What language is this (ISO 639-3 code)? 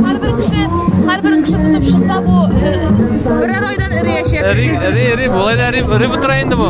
tat